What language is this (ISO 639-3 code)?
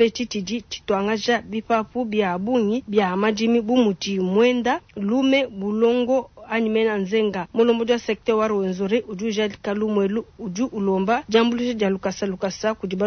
lua